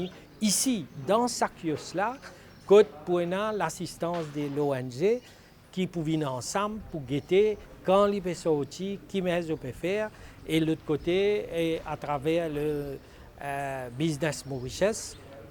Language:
Morisyen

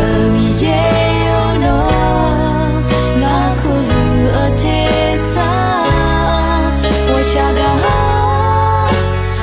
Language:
Akha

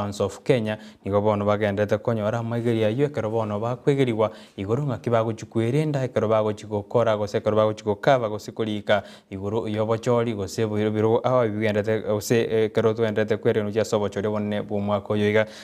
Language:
Gusii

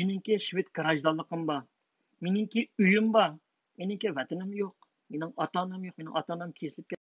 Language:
Uyghur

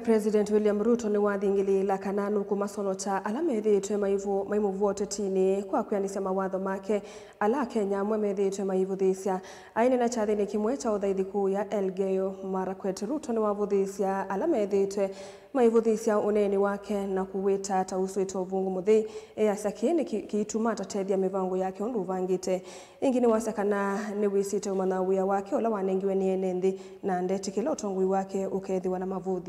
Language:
Kamba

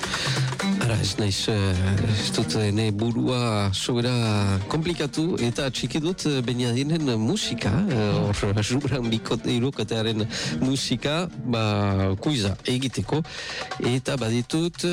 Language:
Basque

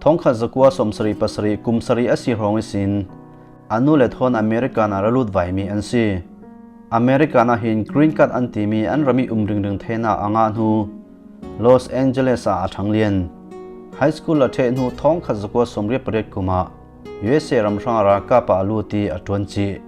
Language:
Falam Chin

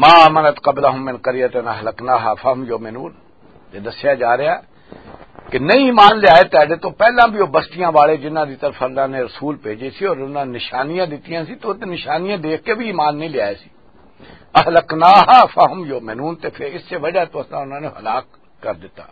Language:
Western Panjabi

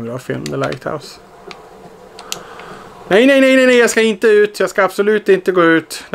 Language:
Swedish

